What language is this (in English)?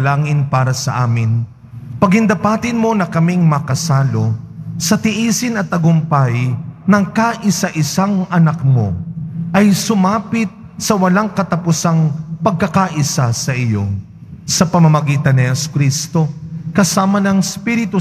Filipino